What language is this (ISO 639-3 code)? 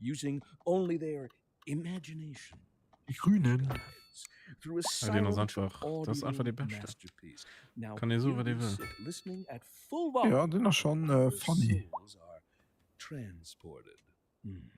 ltz